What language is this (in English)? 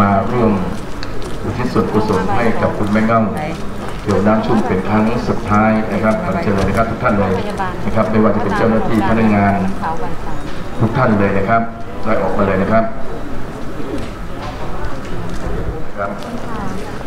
Thai